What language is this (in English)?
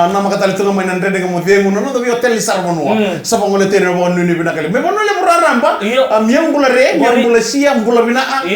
Fijian